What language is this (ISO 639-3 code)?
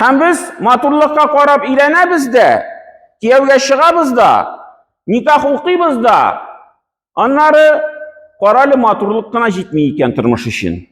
tat